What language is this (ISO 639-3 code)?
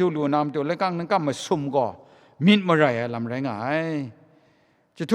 kac